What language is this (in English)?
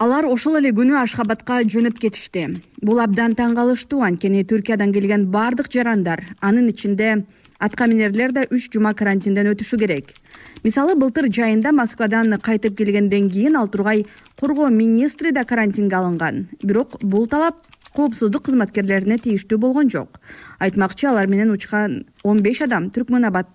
Kyrgyz